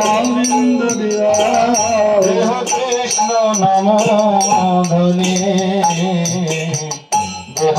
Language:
Bangla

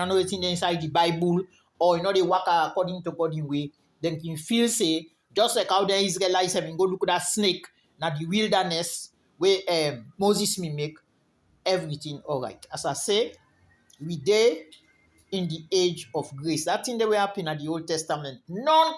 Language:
Krio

